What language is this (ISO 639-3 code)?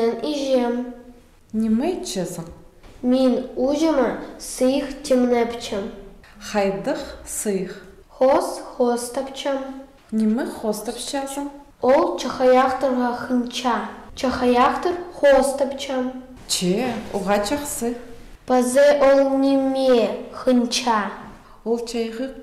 kjh